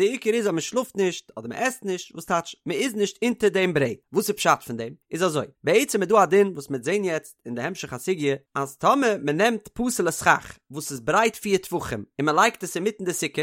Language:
Yiddish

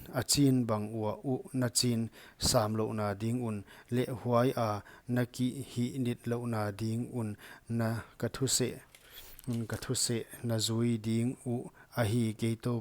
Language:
Paite Chin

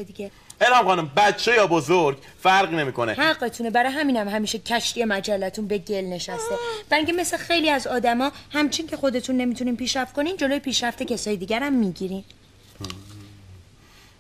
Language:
Persian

